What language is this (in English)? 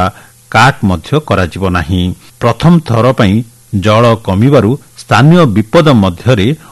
Odia